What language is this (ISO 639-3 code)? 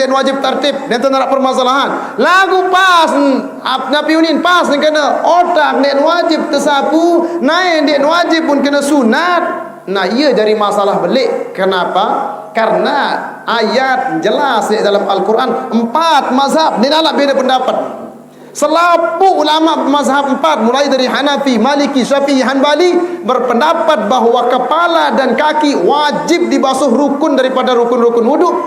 sas